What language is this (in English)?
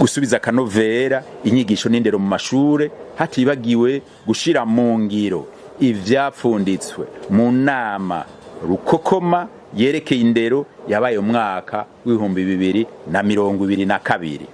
Rundi